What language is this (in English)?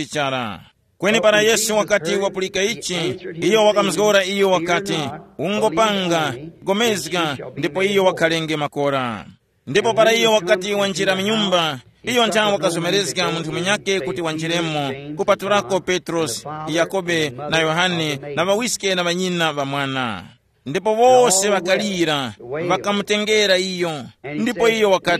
Tumbuka